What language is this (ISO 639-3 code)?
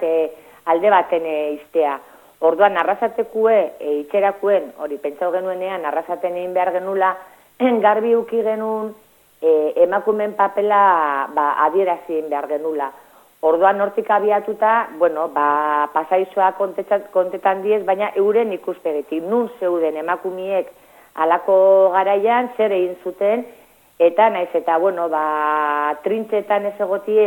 eus